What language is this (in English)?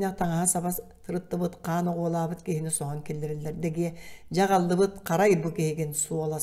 Yakut